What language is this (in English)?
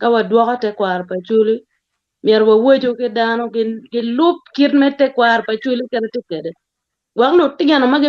Acoli